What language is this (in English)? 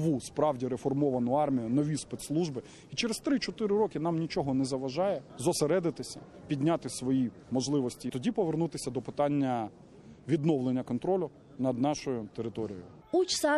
Crimean Tatar